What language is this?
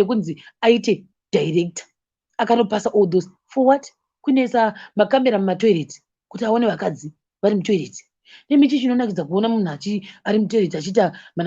Shona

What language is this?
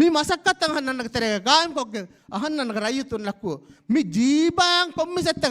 Divehi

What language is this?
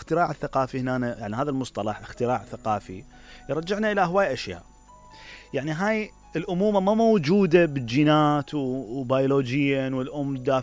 Mesopotamian Arabic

